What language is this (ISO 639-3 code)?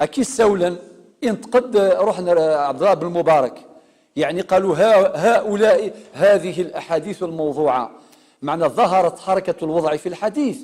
kab